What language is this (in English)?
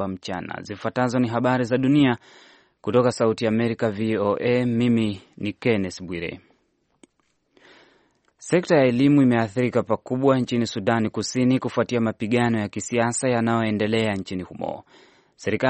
Swahili